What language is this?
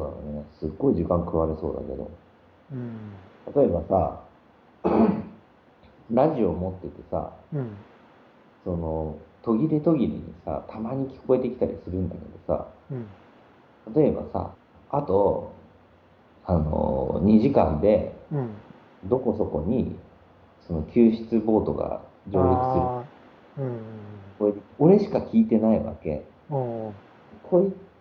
Japanese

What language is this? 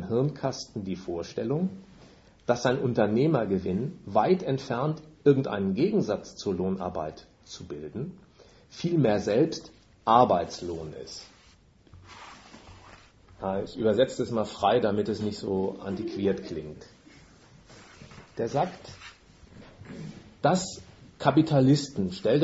German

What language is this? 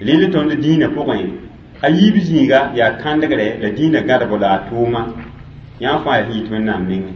Mossi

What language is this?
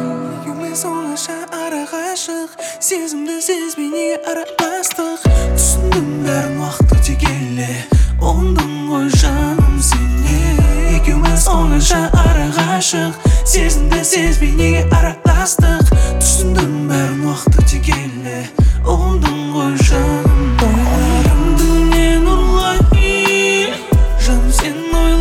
Kazakh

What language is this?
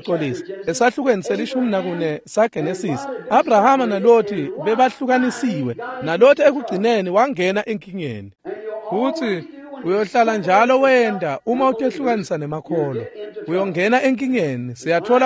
Swati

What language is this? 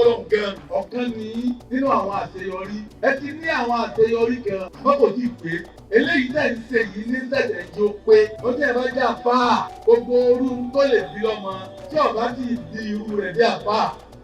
Yoruba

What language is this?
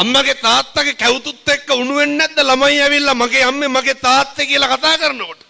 Sinhala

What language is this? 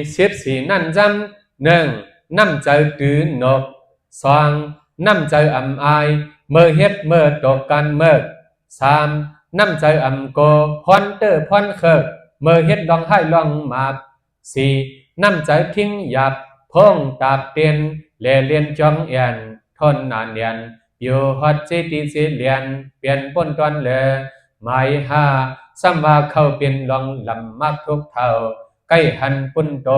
Shan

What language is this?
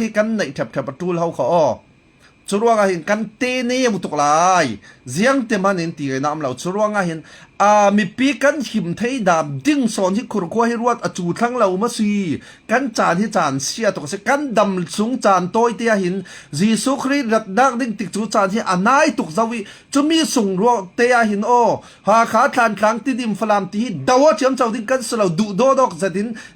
Falam Chin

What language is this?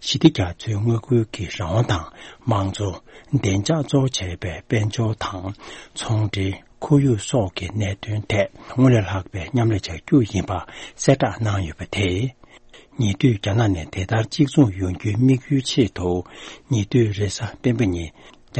Tibetan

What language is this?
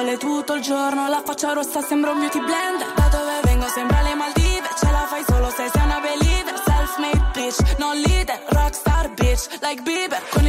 Italian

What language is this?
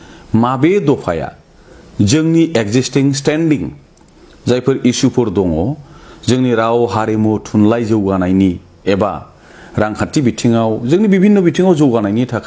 Bodo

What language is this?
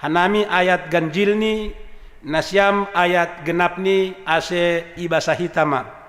Batak Simalungun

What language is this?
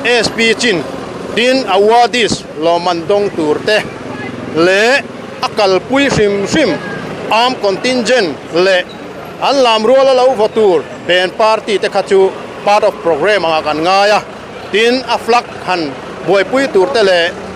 Mizo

